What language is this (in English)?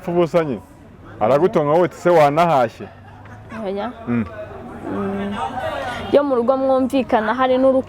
Kinyarwanda